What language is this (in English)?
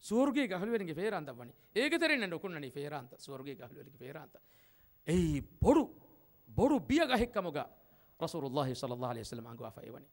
Divehi